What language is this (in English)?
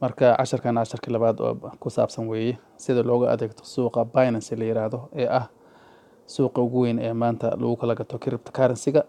Somali